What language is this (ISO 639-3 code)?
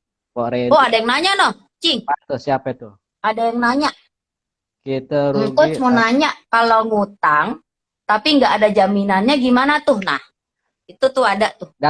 bew